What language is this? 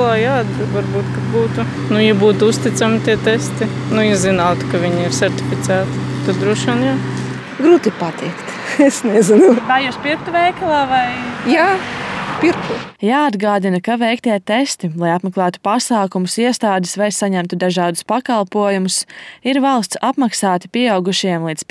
Latvian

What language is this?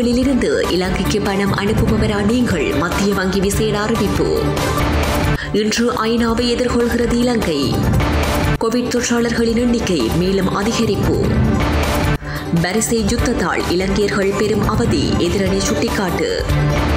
Tamil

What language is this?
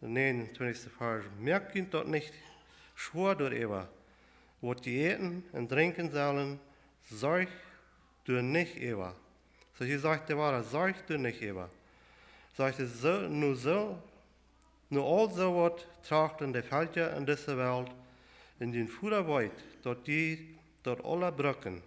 Plautdietsch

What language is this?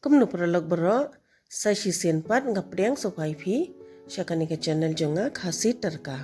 Khasi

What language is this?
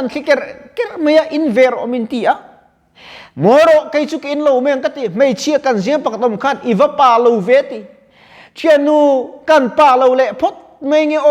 Mizo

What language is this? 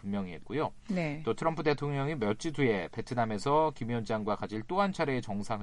Korean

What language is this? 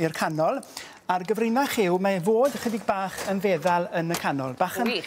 Welsh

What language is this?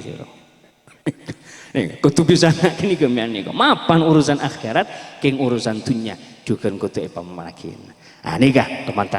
Madurese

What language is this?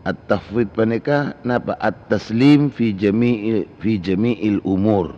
Madurese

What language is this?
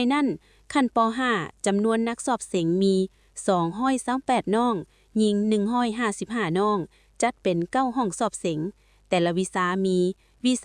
Lao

